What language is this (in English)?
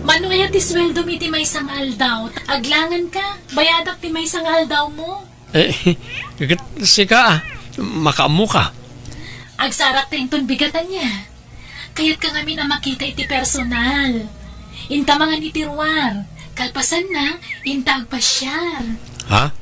Iloko